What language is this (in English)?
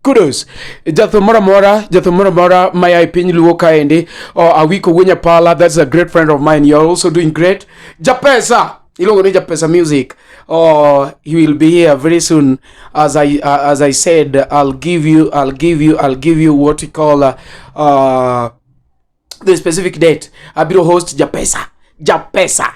Luo (Kenya and Tanzania)